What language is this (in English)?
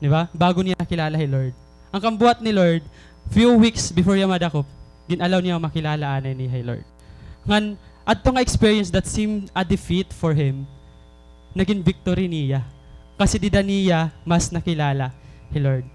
Waray